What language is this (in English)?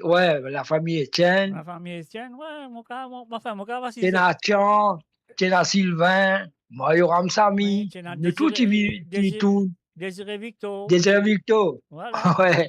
Morisyen